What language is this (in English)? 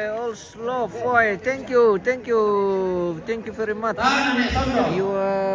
Toraja-Sa'dan